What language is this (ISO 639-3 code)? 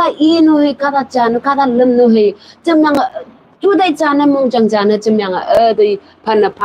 nbe